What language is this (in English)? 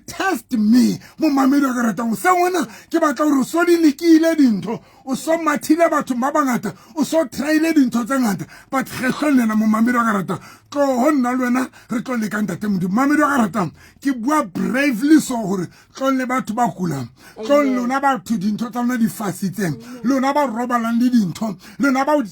Southern Sotho